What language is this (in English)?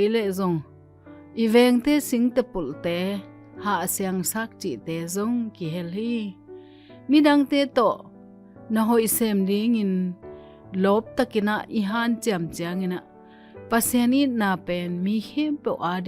Tedim Chin